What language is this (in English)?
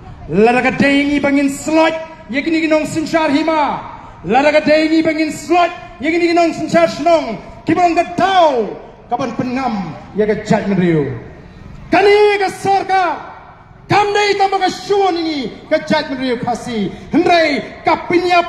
Khasi